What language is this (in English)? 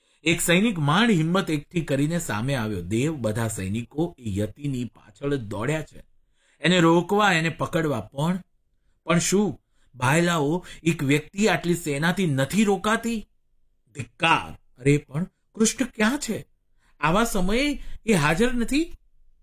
Gujarati